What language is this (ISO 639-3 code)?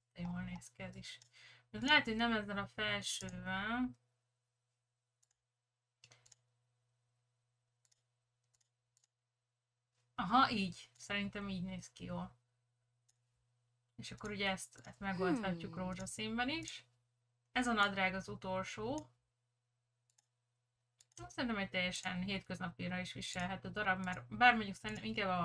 hun